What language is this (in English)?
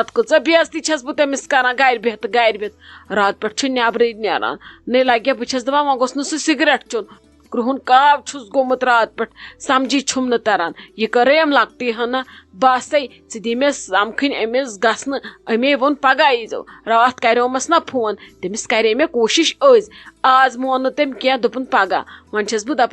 Kashmiri